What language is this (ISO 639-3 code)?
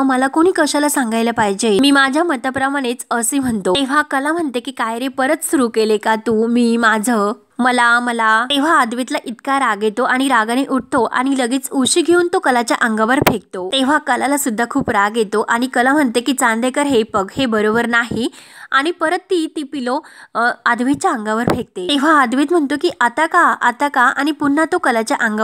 mar